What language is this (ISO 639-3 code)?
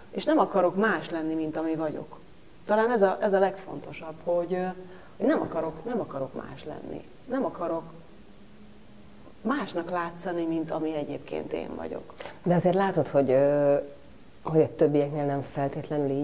hun